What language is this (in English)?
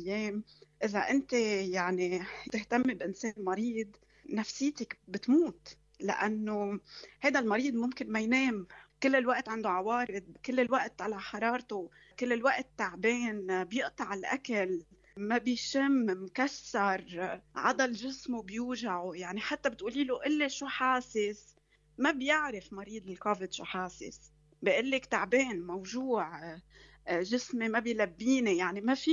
North Levantine Arabic